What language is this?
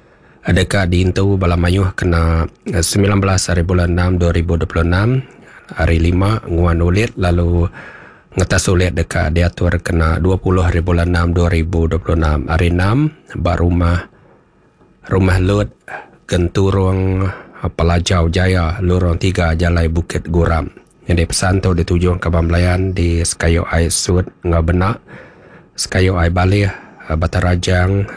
Iban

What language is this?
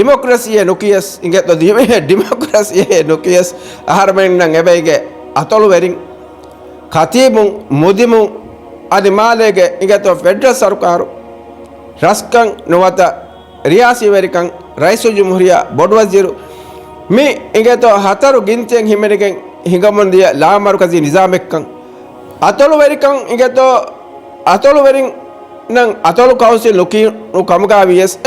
Divehi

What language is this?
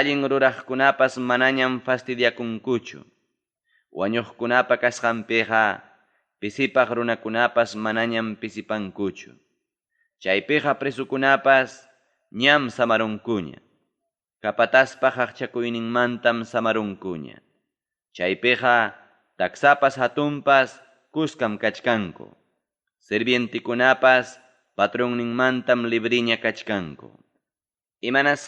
Ayacucho Quechua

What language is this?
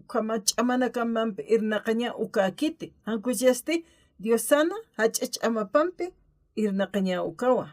Aymara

